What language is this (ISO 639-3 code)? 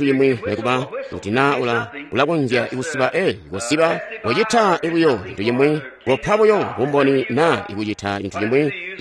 toi